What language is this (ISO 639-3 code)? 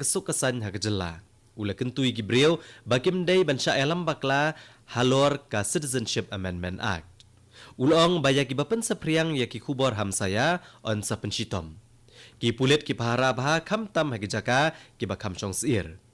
kha